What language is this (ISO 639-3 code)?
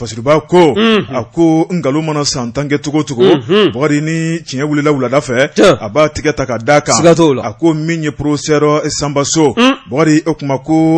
bam